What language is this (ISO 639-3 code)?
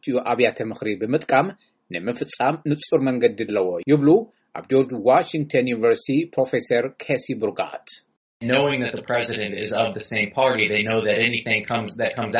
tir